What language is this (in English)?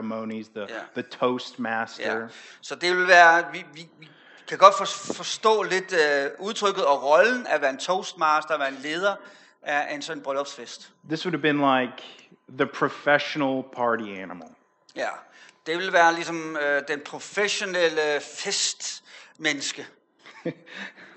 Danish